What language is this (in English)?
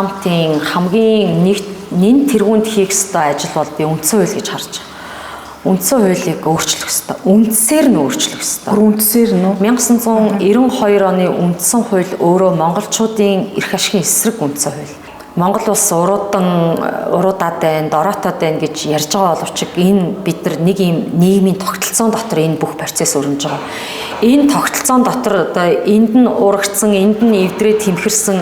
Mongolian